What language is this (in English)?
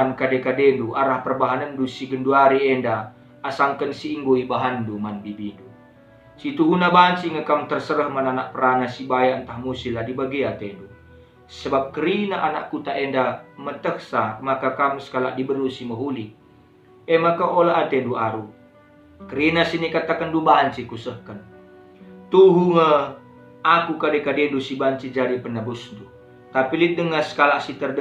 Batak Karo